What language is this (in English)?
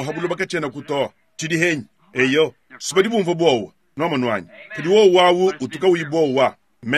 Luba-Lulua